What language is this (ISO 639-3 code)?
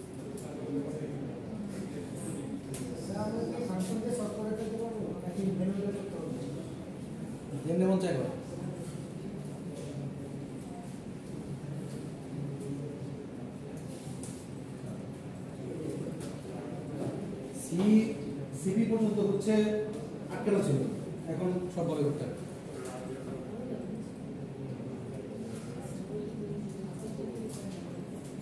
ben